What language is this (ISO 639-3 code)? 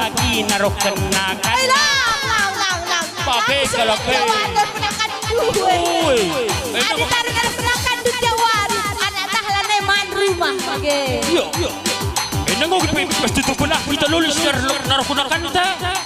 btx